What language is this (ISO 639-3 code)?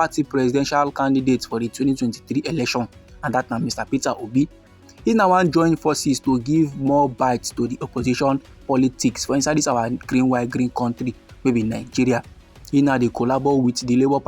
pcm